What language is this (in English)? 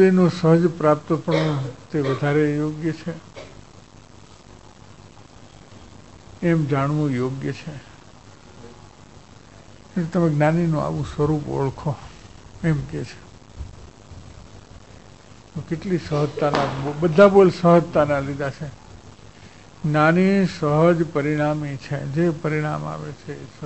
Gujarati